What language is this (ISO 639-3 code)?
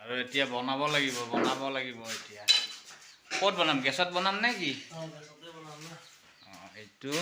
asm